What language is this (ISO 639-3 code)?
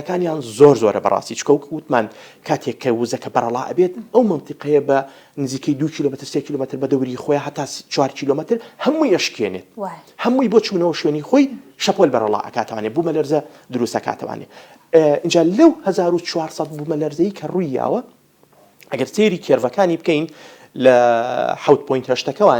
ckb